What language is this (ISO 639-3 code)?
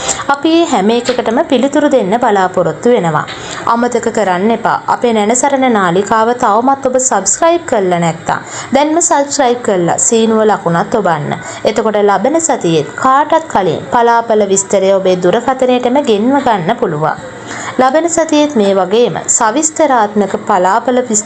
sin